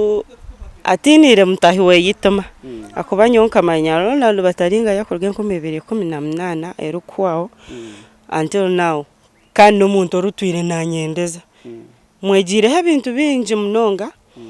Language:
Nyankole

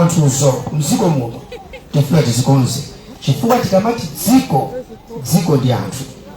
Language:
Nyanja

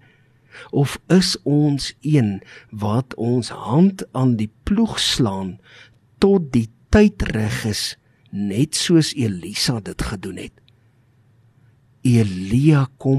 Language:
Afrikaans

